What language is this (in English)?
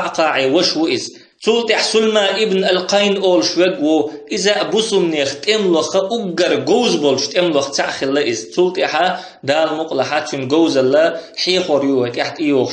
Chechen